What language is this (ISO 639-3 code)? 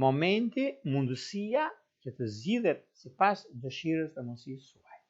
sqi